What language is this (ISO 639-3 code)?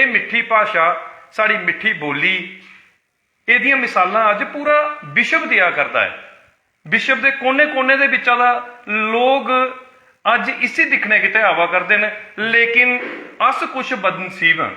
doi